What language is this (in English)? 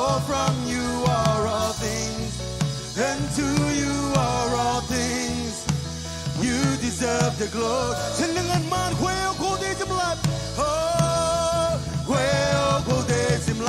Marshallese